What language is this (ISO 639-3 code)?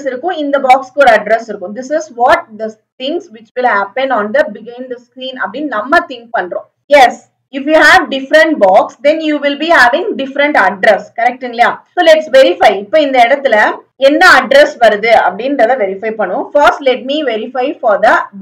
tam